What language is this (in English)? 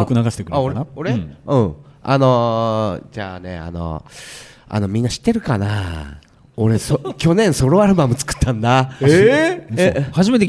Japanese